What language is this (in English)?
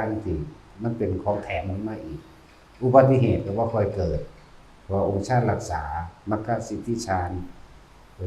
Lao